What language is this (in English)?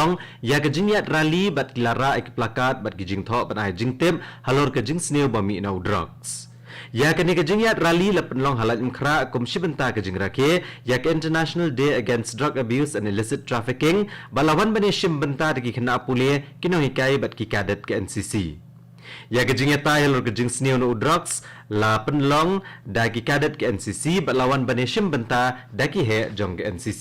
Khasi